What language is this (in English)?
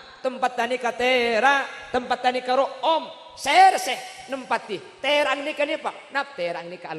Madurese